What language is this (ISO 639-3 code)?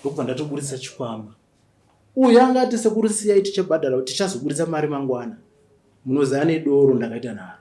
sna